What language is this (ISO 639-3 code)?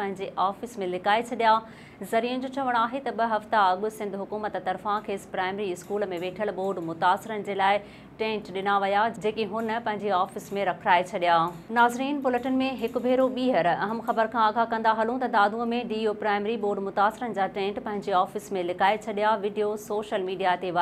snd